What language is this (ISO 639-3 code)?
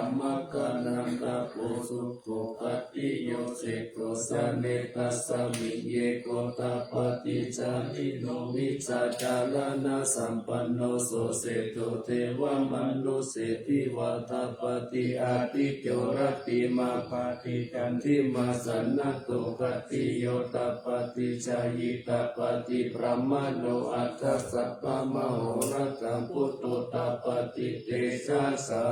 pli